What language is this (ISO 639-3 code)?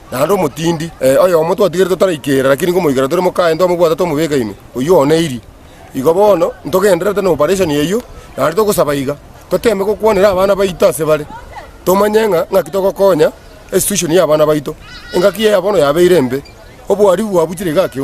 guz